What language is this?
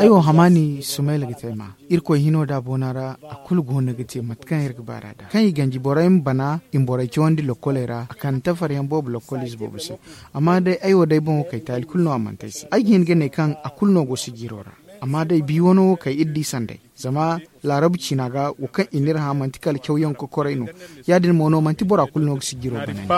Zarma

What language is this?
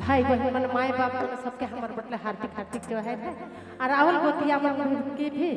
Sadri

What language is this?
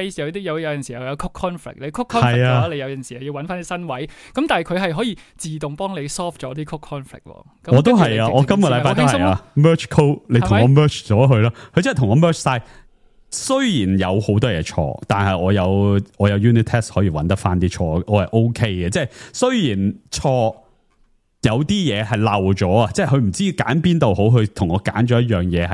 Cantonese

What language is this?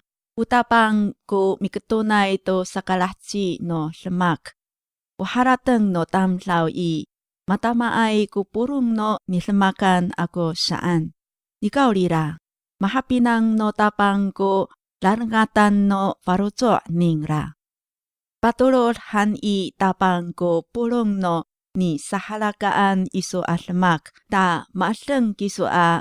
Amis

